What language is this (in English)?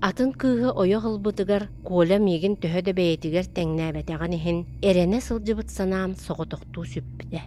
Yakut